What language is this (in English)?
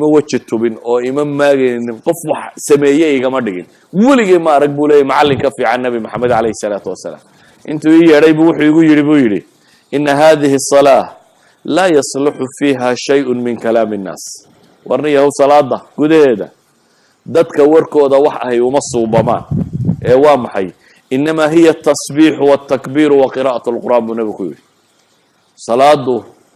Somali